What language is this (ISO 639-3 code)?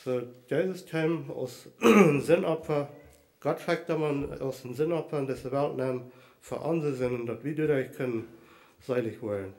pdt